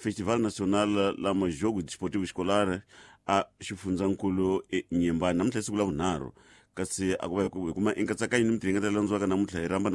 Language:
Tsonga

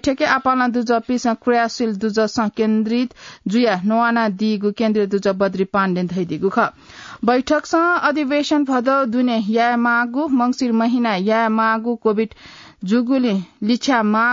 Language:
Newari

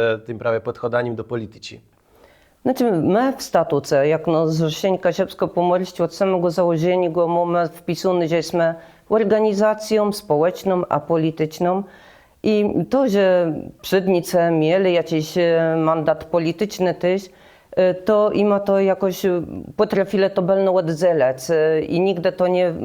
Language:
Kashubian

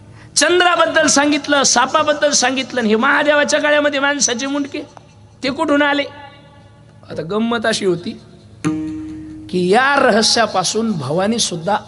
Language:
Marathi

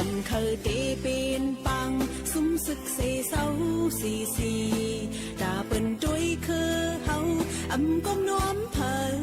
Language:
Shan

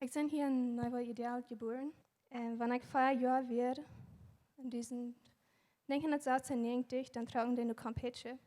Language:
Plautdietsch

